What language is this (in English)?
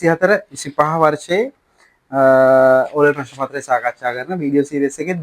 Sinhala